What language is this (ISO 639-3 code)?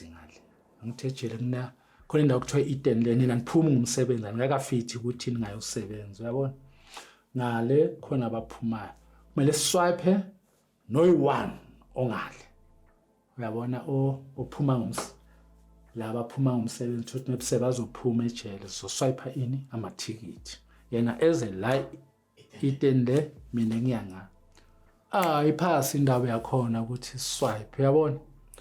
zul